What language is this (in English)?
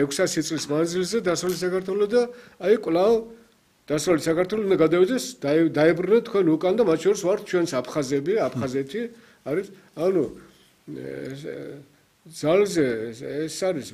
Georgian